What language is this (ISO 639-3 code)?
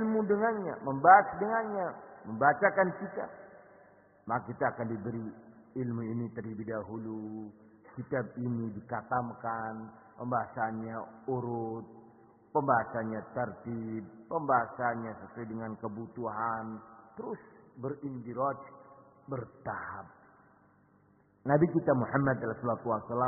ind